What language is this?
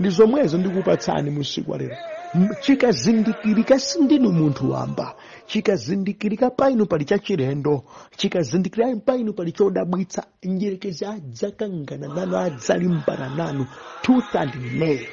Nyanja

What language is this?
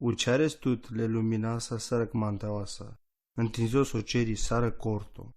Romany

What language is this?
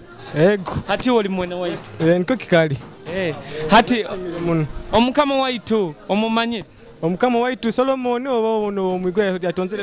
Nyoro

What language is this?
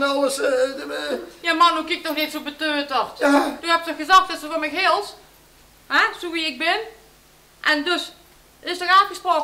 Limburgish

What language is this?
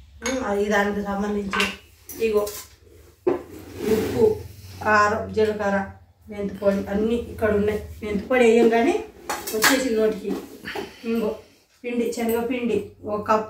Telugu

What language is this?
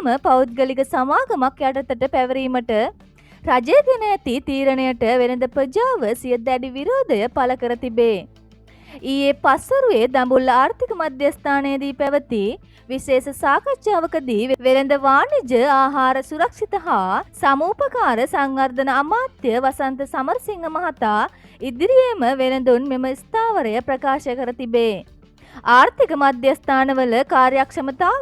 Sinhala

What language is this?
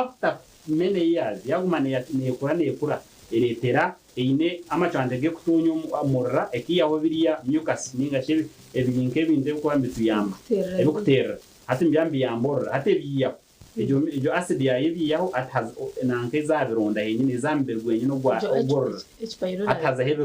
Nyankole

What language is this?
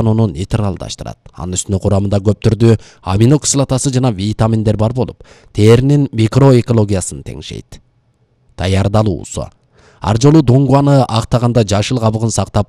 Kyrgyz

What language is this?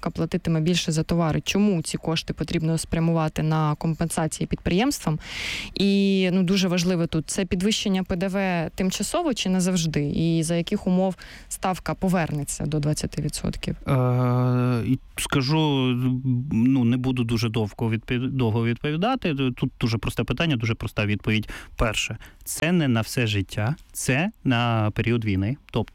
Ukrainian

